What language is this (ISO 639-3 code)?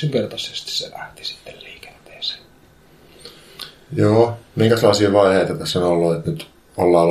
fin